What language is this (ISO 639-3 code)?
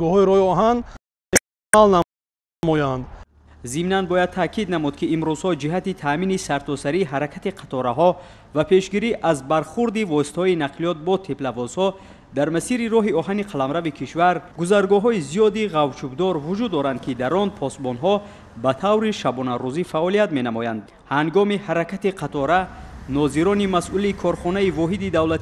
tgk